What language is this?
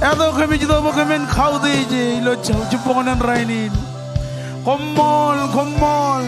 Marshallese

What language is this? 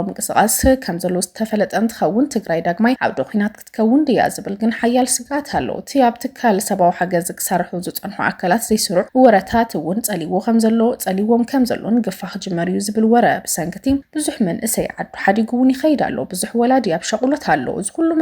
Tigrinya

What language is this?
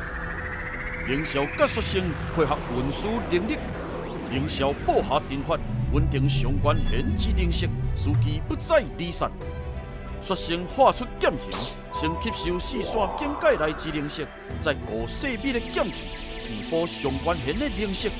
Min Nan Chinese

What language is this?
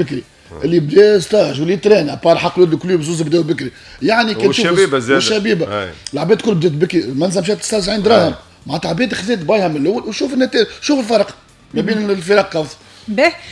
Tunisian Arabic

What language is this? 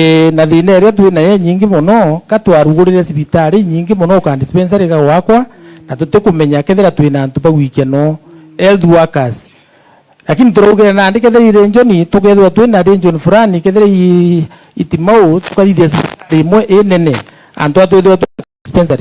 Meru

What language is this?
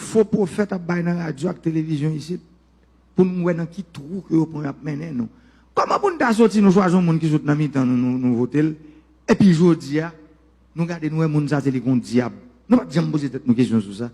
Haitian Creole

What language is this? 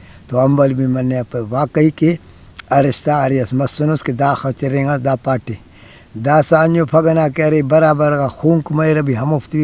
Brahui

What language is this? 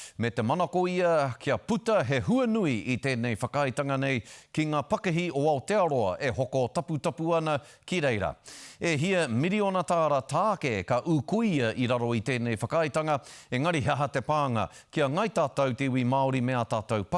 Māori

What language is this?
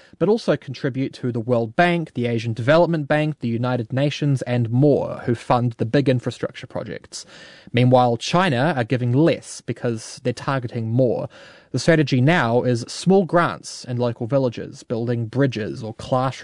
English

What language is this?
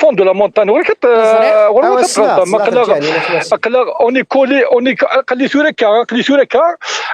Kabyle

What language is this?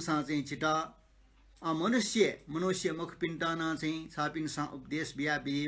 Newari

